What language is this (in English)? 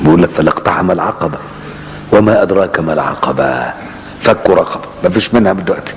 Egyptian Arabic